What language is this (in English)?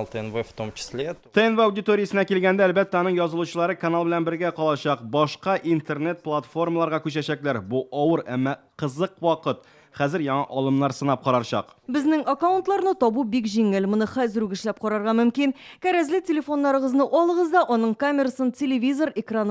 Tatar